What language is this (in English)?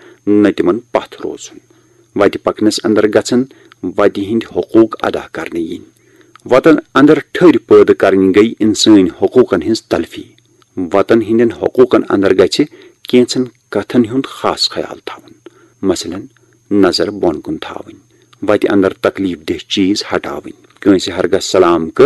Kashmiri